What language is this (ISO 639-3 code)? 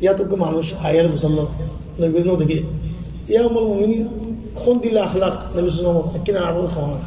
rhg